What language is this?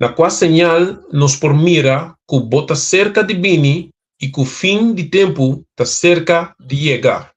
Papiamento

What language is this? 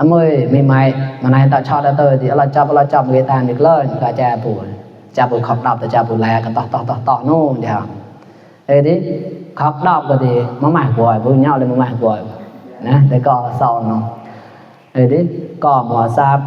Mon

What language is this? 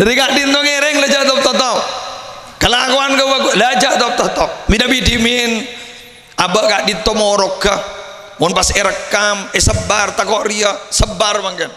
Madurese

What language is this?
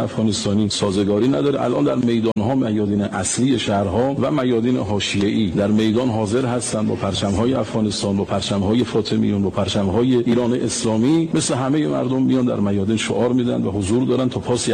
Persian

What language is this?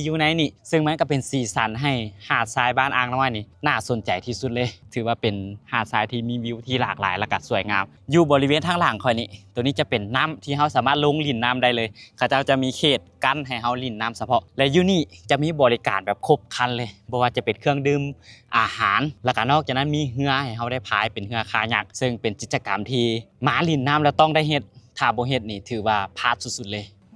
Lao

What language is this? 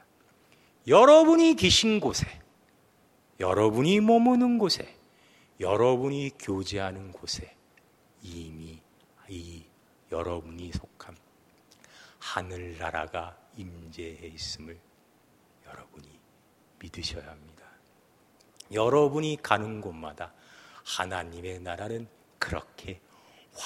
Korean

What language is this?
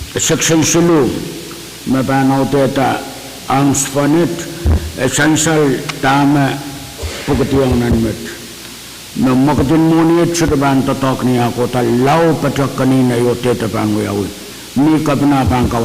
Pohnpeian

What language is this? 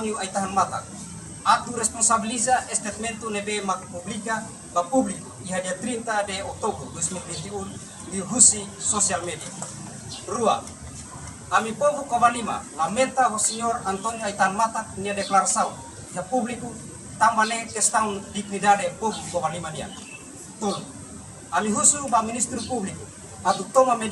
Tetum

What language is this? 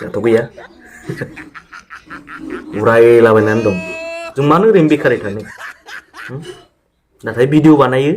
Bodo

